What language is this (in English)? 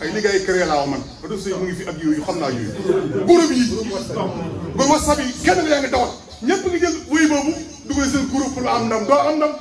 Wolof